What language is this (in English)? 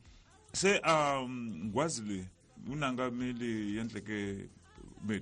Tsonga